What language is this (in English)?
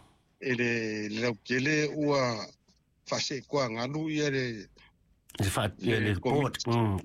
Samoan